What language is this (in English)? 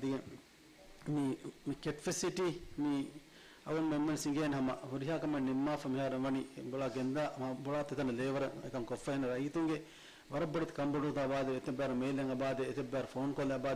Divehi